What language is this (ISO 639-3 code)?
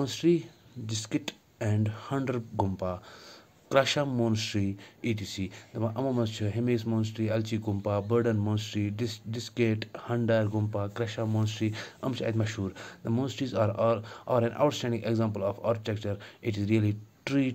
kas